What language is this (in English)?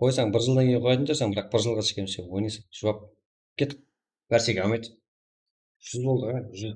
Kara-Kalpak